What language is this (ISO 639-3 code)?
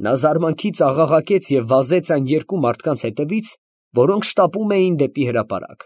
hye